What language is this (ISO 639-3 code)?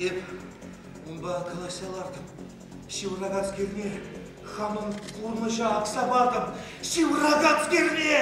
chv